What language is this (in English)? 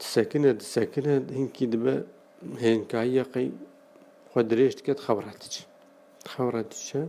Kurdish